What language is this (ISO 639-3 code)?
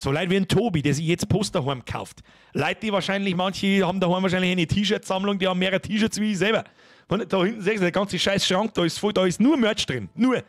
bar